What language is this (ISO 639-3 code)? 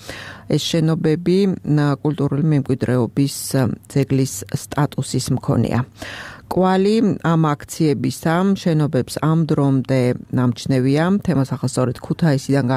kat